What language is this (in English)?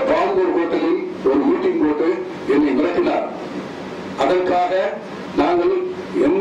Tamil